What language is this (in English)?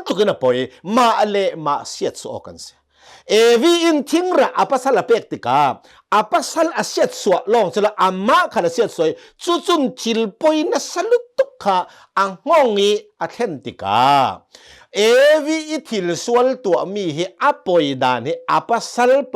Hakha Chin